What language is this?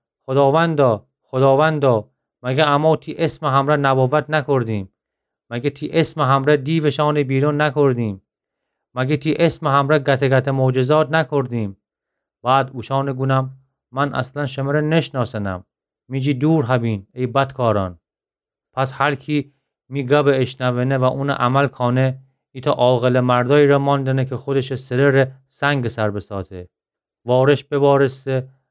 Gilaki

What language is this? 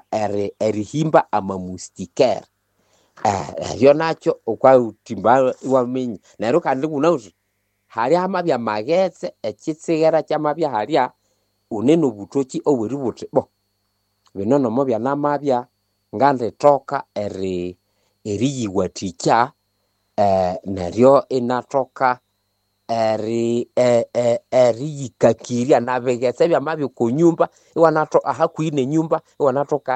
Nande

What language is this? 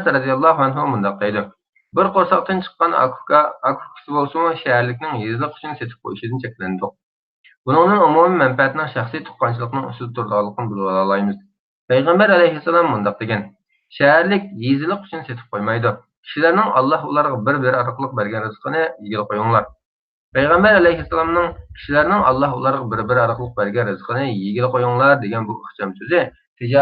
Uyghur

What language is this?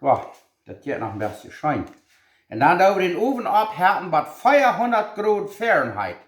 Plautdietsch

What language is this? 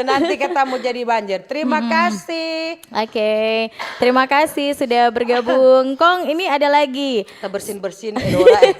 Manado Malay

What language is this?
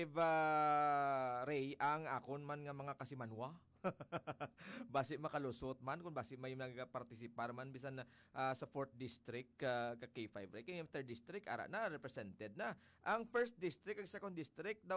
Hiligaynon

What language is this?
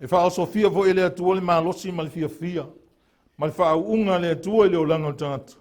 Samoan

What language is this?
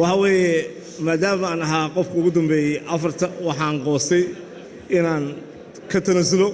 Somali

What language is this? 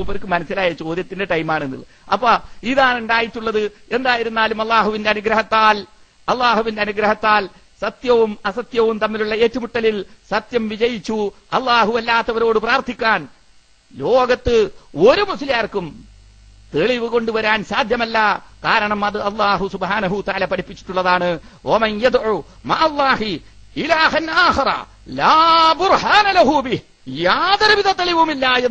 Malayalam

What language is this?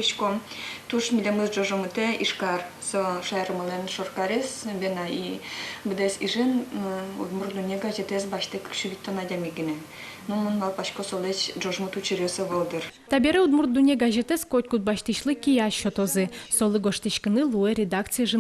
Udmurt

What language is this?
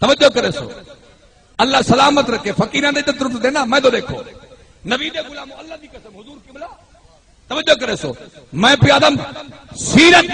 Saraiki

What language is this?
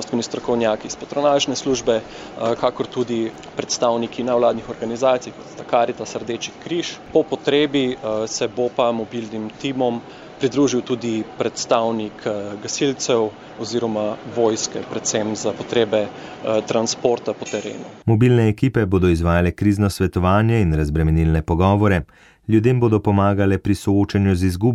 Slovenian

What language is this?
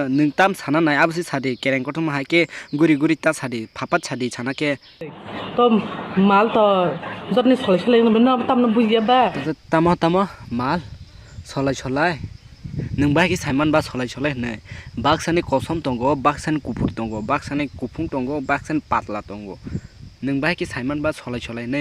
Kok Borok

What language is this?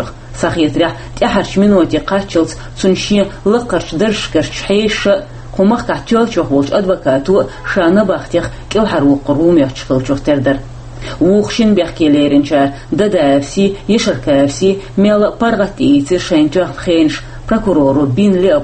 Chechen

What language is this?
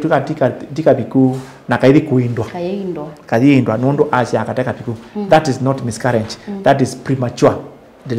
Kamba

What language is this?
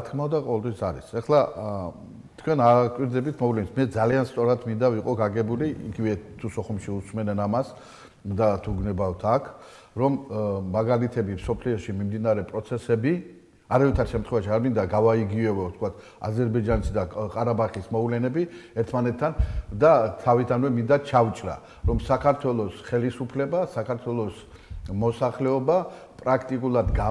Georgian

